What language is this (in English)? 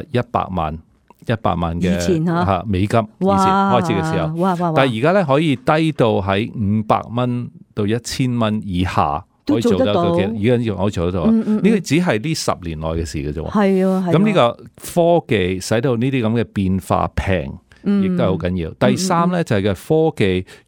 Cantonese